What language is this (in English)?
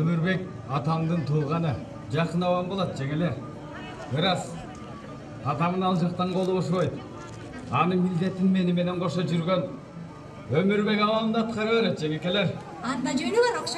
Kyrgyz